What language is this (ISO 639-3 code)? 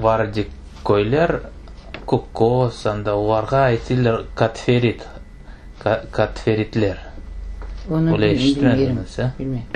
crh